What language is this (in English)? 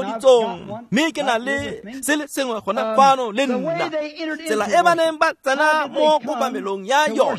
Tswana